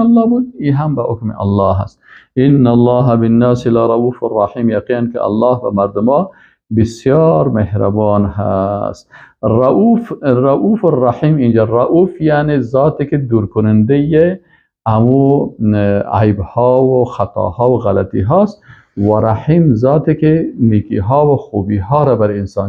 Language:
Persian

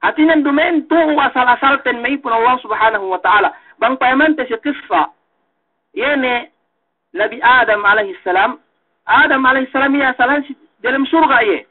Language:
Yakan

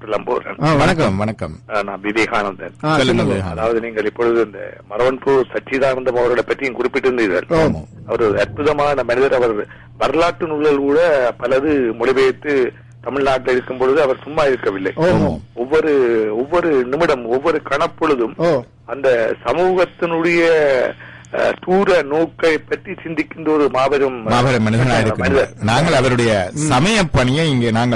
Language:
Tamil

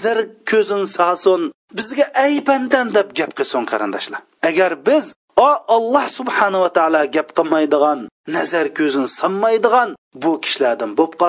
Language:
Uyghur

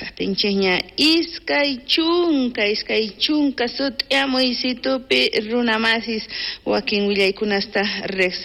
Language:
South Bolivian Quechua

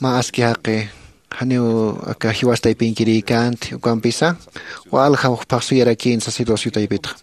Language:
Aymara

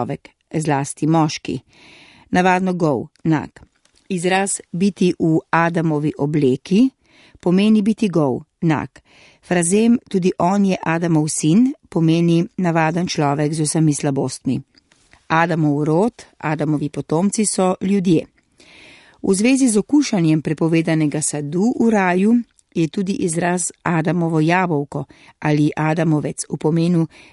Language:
Slovenian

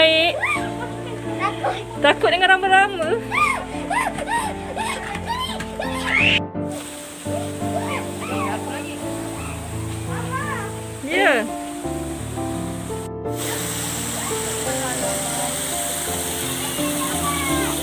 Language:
Malay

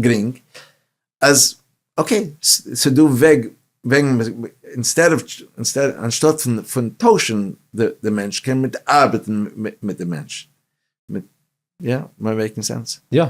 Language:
Yiddish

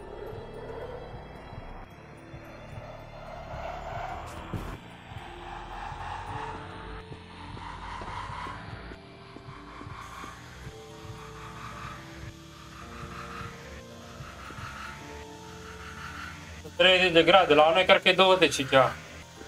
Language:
Romanian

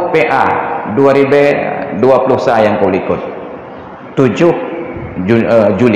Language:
Achinese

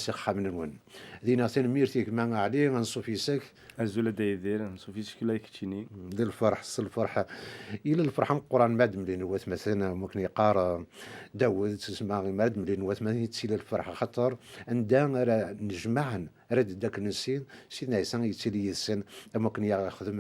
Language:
Kabyle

